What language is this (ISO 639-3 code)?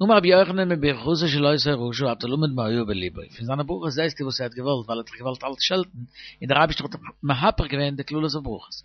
yid